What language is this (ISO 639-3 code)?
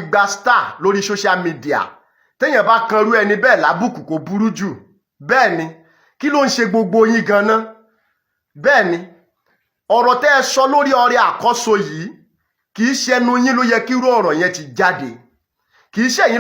yor